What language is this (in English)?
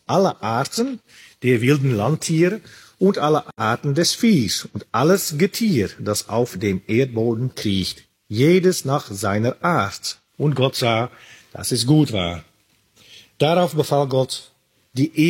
German